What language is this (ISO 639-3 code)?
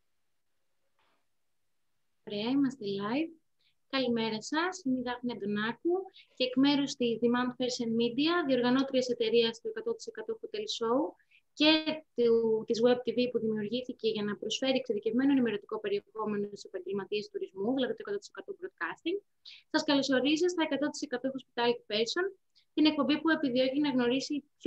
ell